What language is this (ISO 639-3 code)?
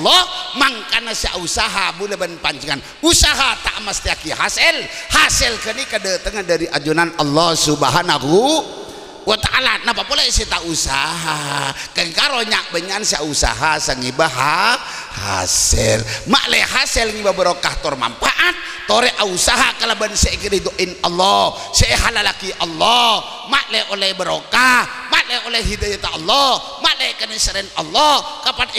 mad